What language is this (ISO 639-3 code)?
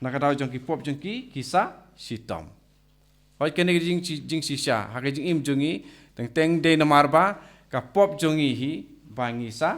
kha